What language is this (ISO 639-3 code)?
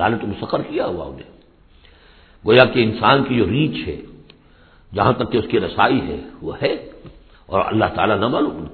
urd